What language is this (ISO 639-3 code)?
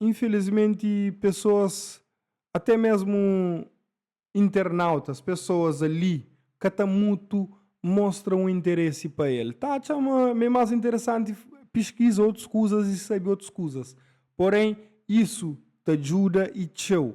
kea